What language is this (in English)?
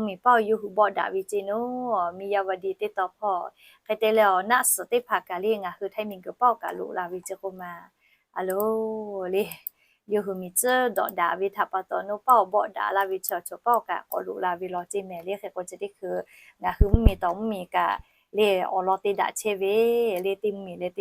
Lahu